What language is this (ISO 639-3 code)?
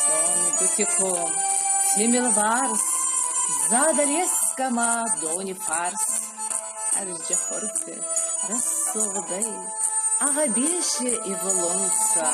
oss